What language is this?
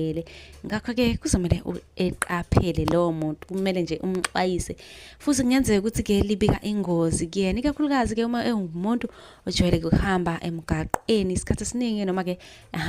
Zulu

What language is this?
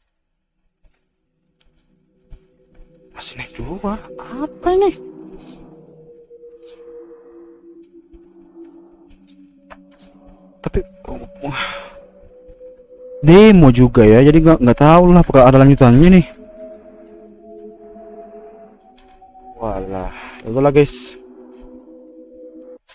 Indonesian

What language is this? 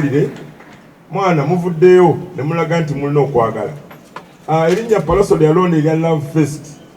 Ganda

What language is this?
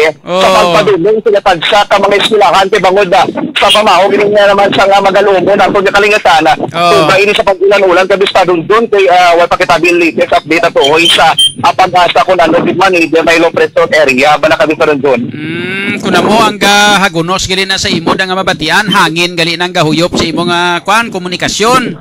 Hiligaynon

